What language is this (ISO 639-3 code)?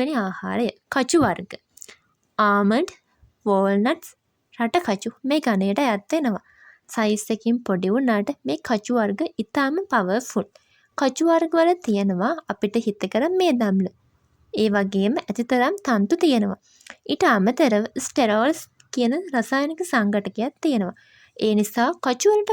sin